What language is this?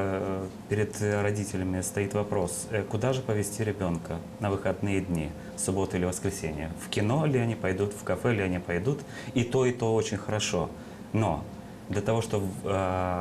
Gagauz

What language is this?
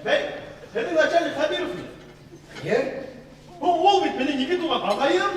Bashkir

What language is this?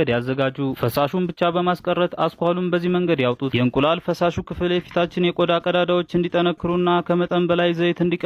Amharic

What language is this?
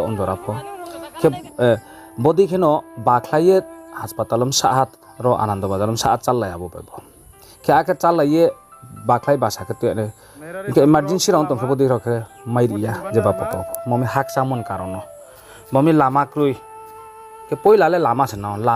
Riang (India)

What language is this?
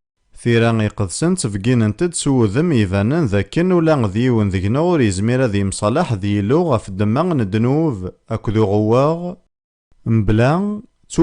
Kabyle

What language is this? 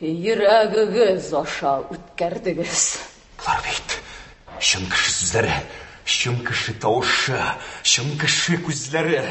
Tatar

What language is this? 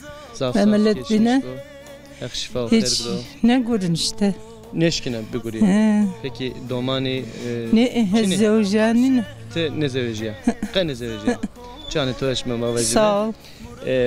Zaza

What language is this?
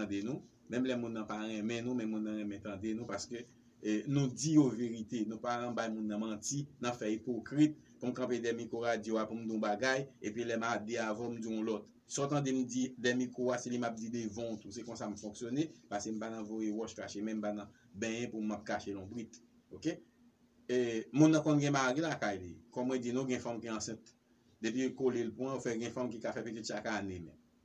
Haitian Creole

